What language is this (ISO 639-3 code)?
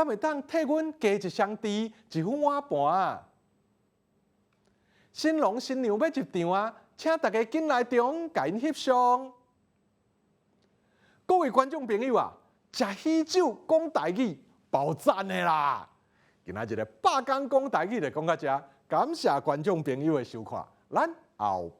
nan